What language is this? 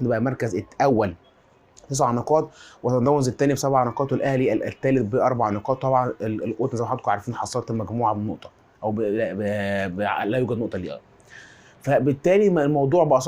Egyptian Arabic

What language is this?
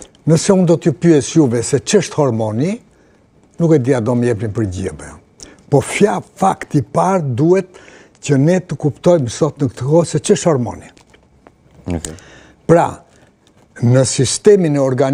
Albanian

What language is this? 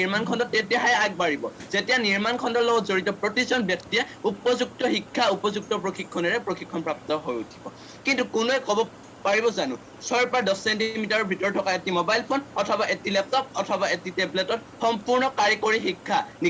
Assamese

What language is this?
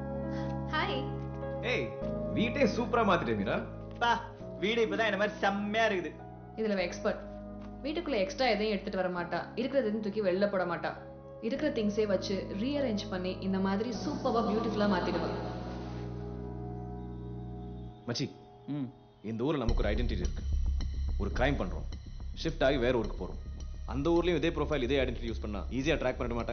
Tamil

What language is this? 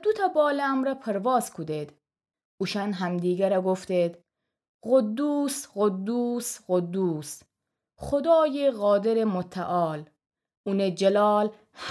Gilaki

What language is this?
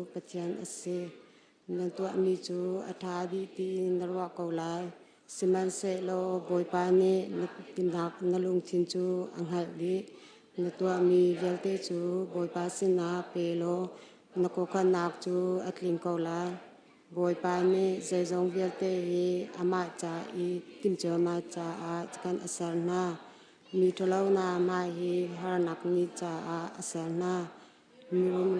Hakha Chin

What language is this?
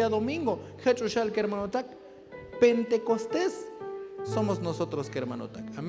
Tzotzil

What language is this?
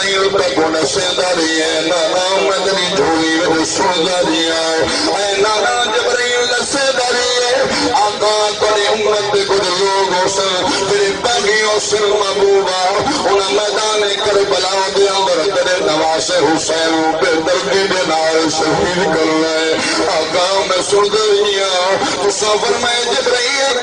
Saraiki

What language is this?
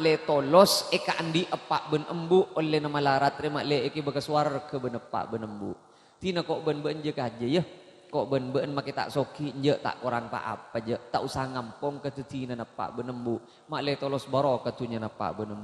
Madurese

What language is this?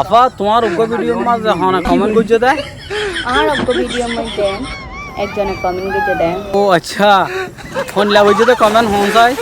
Rohingya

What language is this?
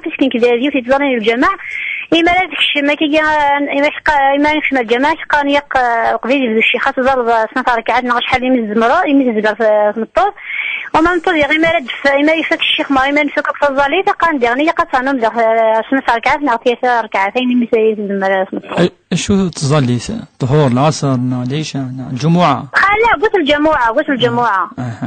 Kabyle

